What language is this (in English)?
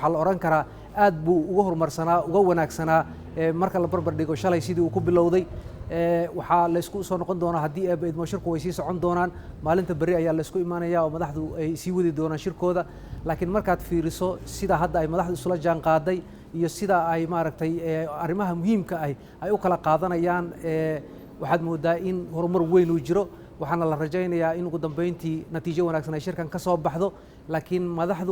Somali